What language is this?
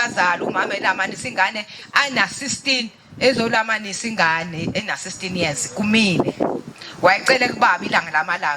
Zulu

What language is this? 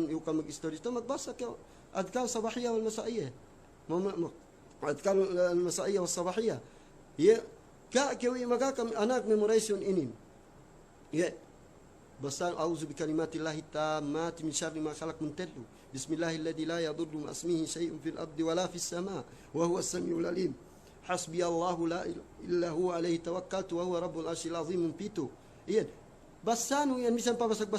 Yakan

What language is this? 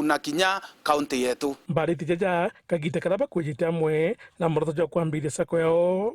Meru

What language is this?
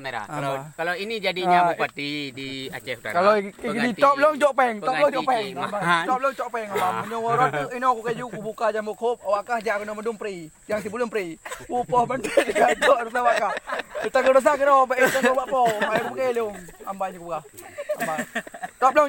Achinese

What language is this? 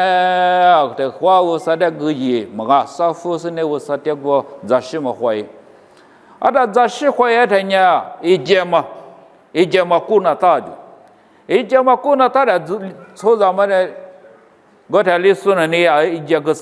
Lisu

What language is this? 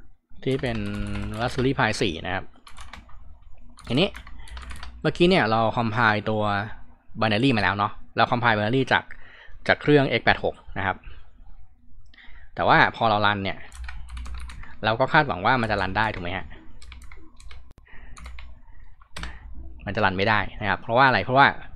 Thai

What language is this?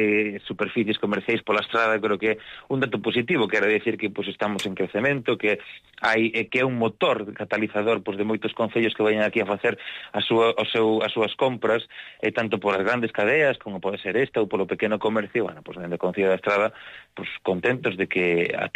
Galician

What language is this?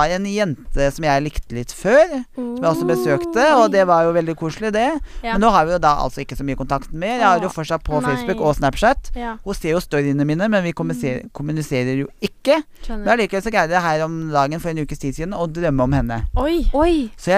Norwegian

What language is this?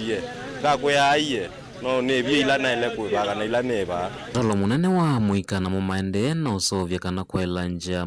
Kamba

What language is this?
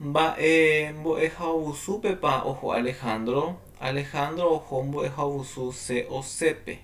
Guarani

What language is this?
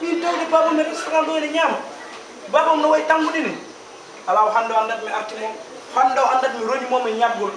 Fula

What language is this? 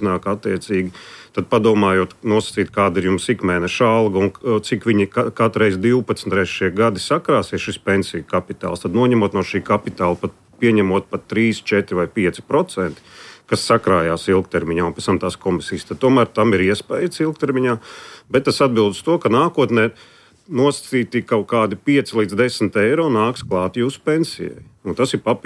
Latvian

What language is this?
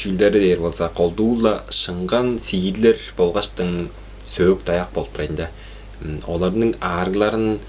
Tuvinian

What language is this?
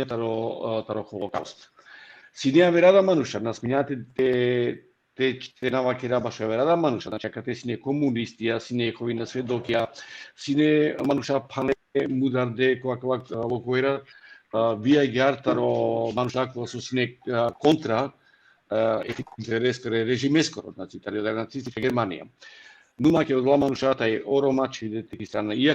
Balkan Romani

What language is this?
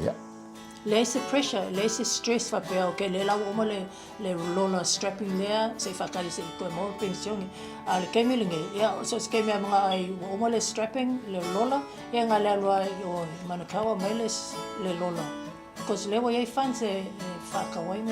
Samoan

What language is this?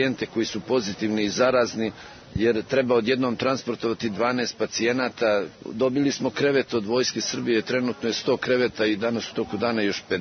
Serbian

